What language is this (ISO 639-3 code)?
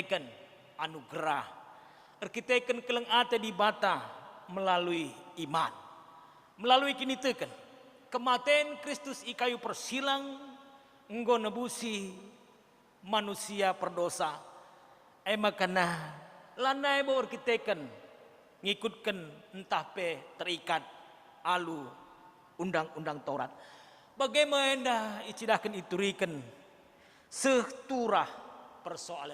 btx